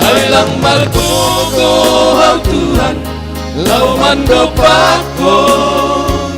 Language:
Batak Simalungun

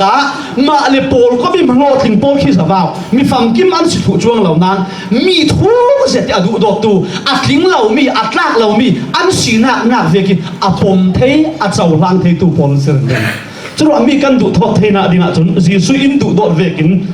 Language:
Falam Chin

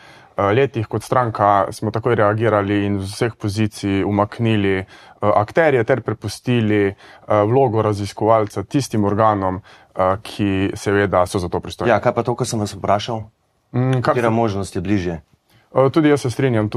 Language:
Slovenian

